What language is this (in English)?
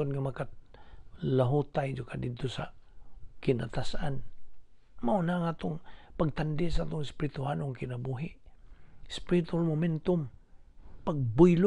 Cebuano